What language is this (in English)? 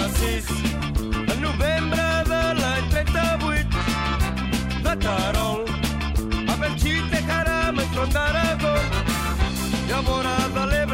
Catalan